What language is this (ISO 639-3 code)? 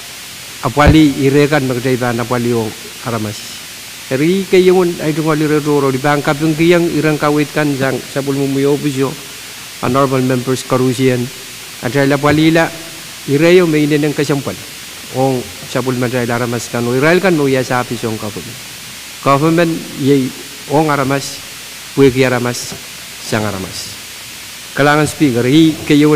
pon